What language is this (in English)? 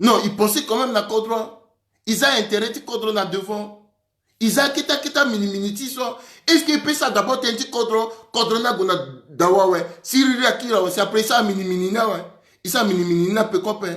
Sango